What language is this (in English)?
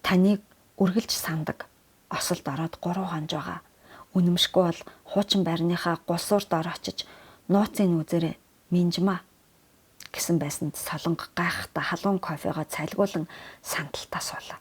Mongolian